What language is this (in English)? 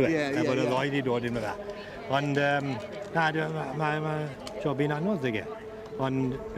Welsh